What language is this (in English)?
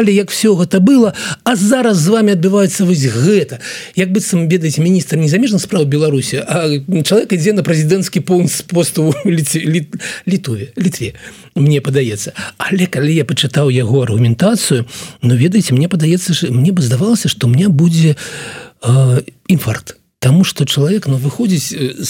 Belarusian